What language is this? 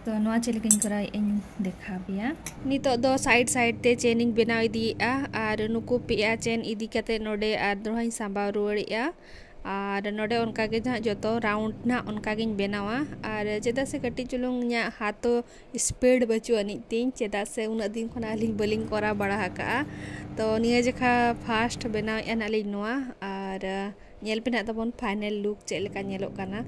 Santali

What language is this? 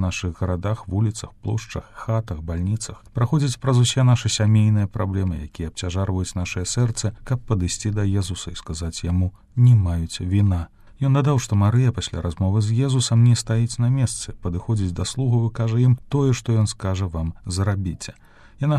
Belarusian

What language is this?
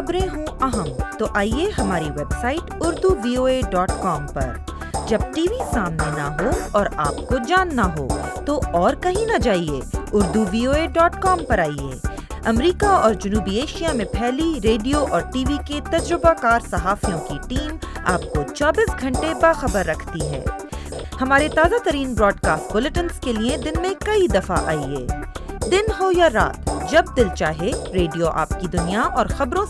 Urdu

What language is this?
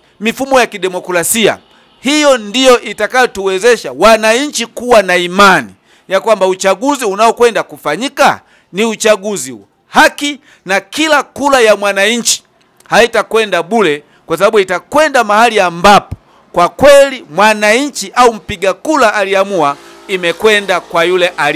Swahili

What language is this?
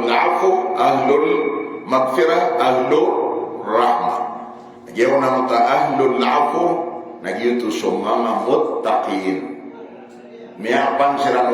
Maranao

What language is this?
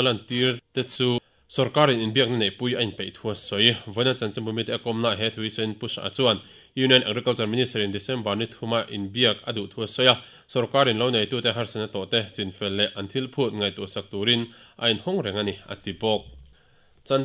Mizo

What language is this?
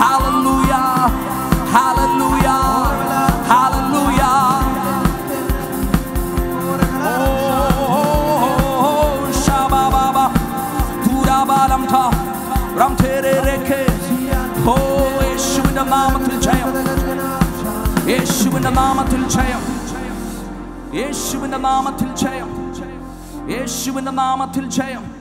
Malayalam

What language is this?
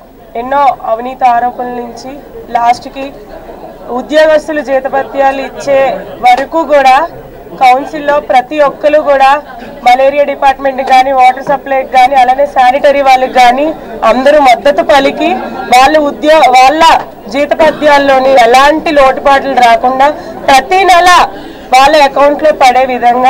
Telugu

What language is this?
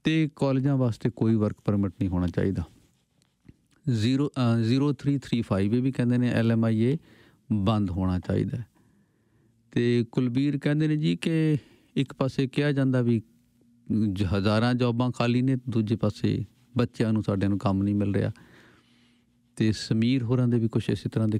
Punjabi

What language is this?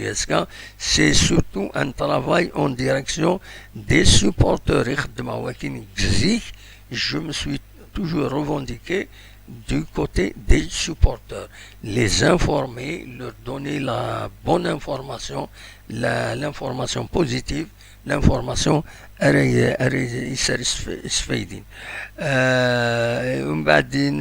Kabyle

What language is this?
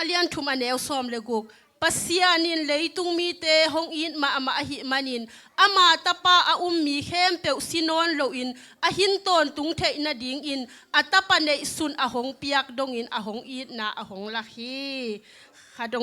Tedim Chin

